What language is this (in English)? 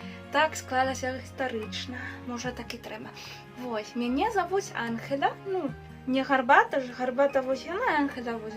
Belarusian